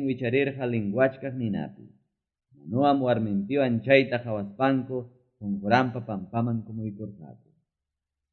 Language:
Ayacucho Quechua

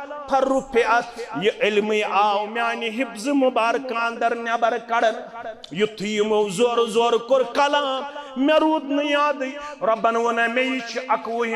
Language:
Kashmiri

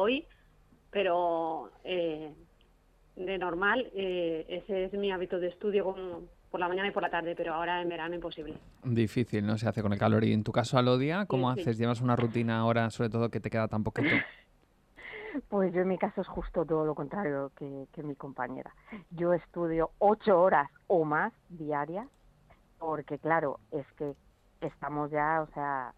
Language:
Spanish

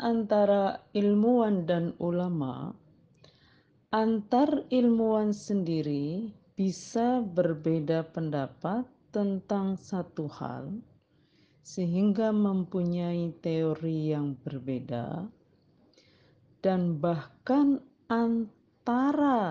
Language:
Indonesian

